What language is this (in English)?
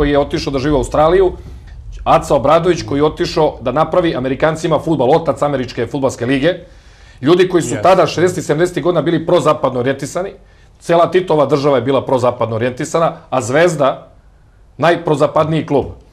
Serbian